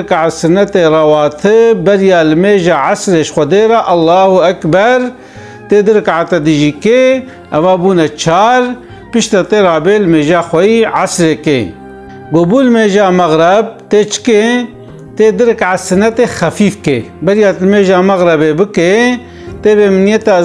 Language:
Kurdish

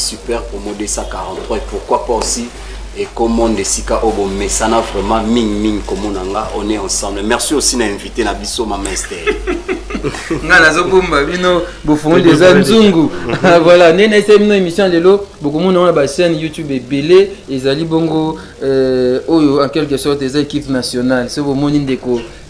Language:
Lingala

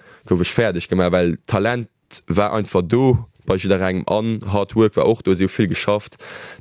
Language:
Luxembourgish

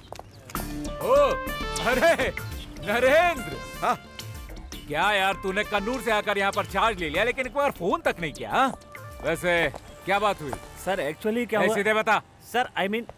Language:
Hindi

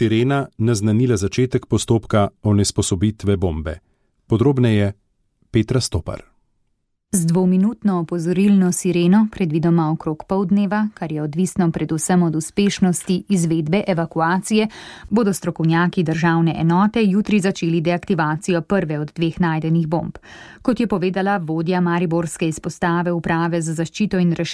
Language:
Slovenian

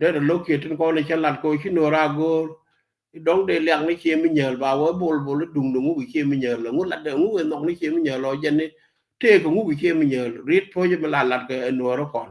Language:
Nuer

